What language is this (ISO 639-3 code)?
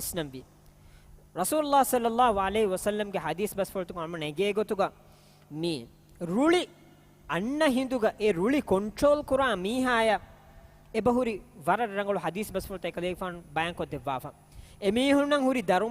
div